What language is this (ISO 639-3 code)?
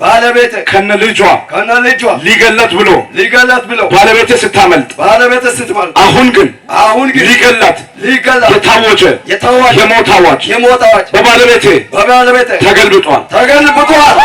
amh